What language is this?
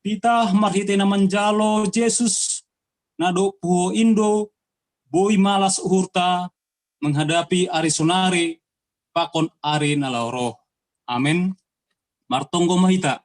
Batak Simalungun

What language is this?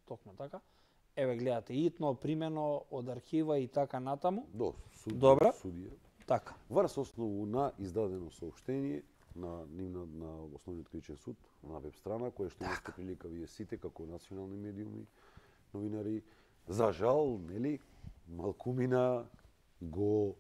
Macedonian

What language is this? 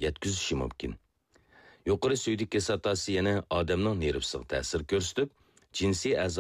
Uyghur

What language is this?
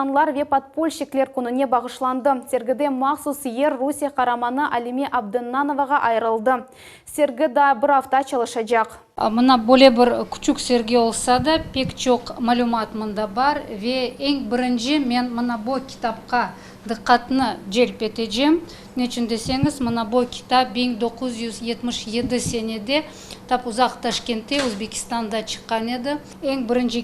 Crimean Tatar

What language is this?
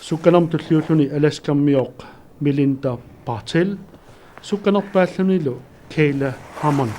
Kalaallisut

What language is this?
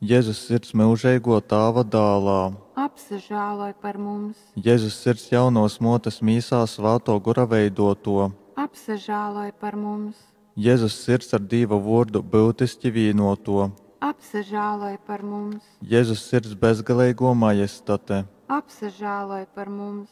Latgalian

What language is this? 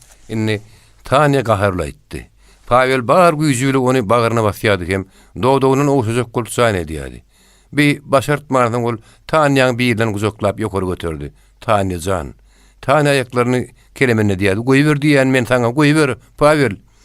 Turkmen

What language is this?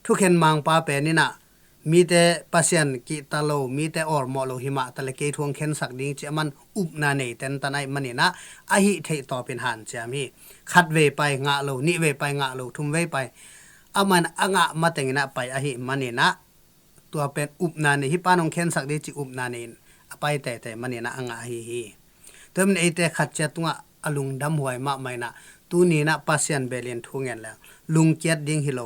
Tedim Chin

